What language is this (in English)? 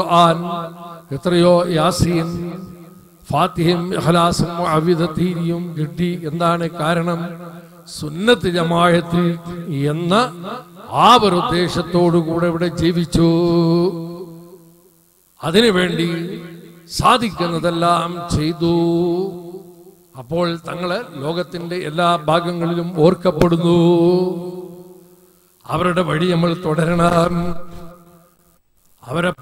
Malayalam